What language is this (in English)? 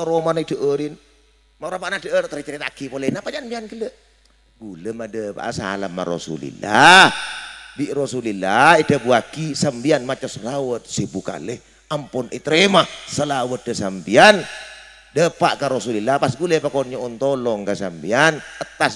Madurese